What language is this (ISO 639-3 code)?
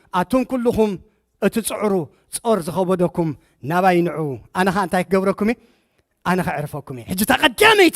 tir